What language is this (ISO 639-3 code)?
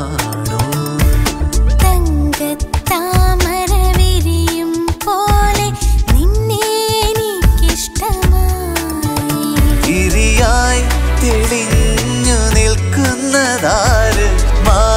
mal